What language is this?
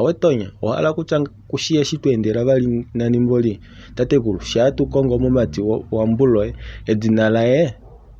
Kuanyama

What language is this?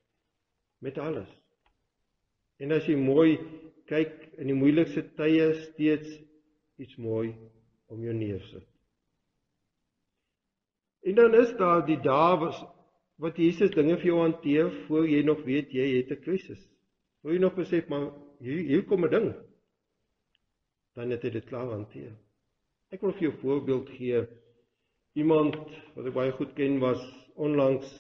Afrikaans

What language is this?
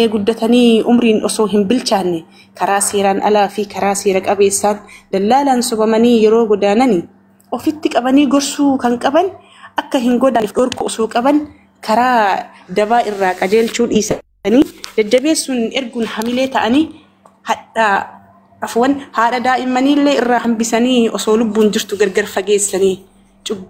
Oromo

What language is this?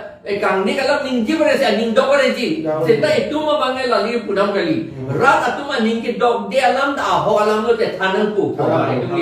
Karbi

